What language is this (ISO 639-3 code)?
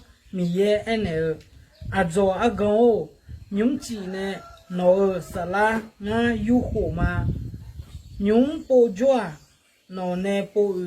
ahk